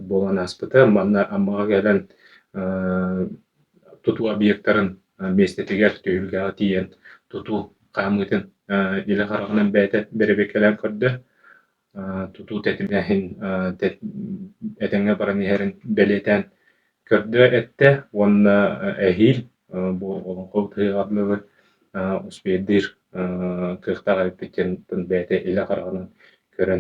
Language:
Yakut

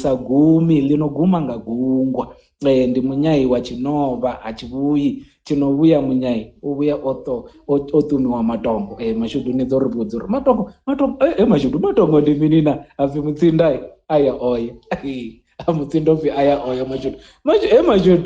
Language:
Venda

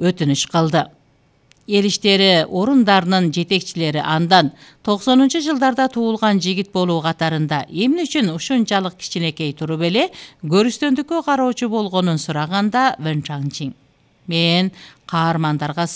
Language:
Kyrgyz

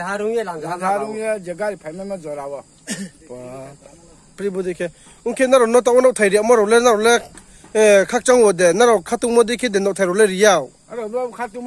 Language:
Riang (India)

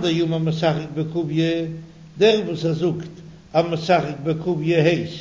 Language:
Yiddish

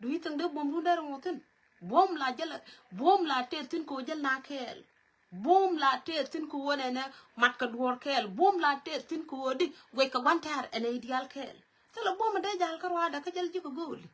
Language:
Nuer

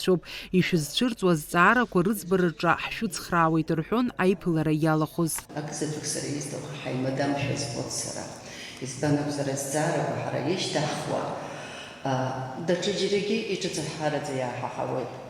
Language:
Abkhazian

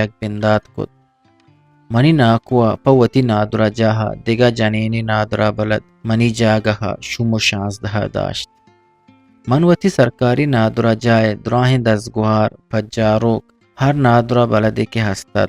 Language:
Eastern Balochi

